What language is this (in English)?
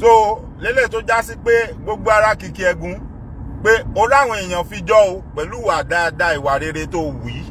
Yoruba